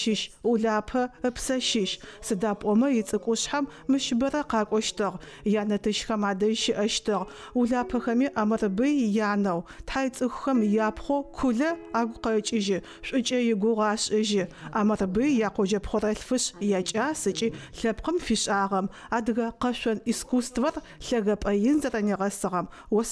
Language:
Adyghe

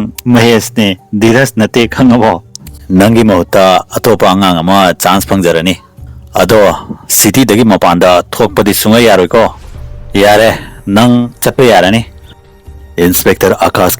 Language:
Manipuri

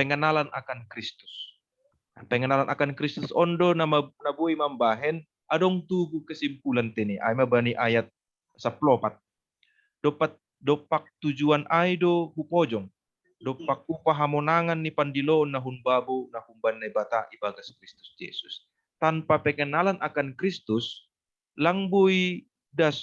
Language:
Batak Simalungun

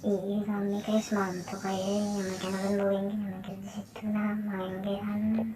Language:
Banjar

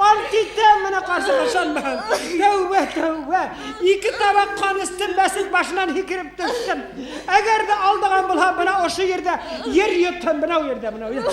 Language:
Bashkir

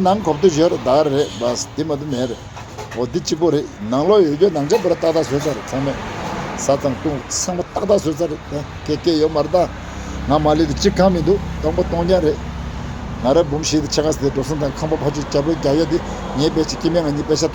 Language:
Tibetan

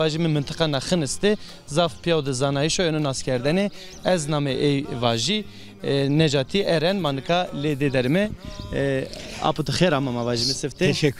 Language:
Zaza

